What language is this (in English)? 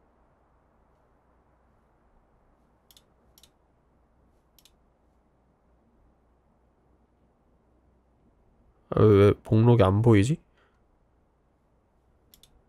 Korean